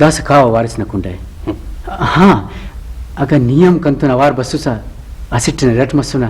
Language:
Brahui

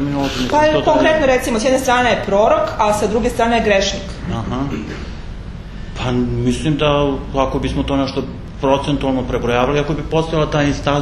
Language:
Serbian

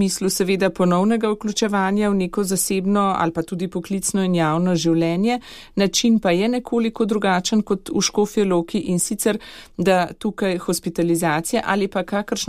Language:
Slovenian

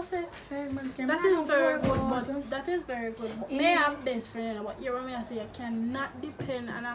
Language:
Jamaican Creole English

